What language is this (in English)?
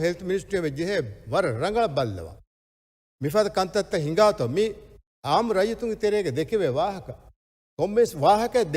Divehi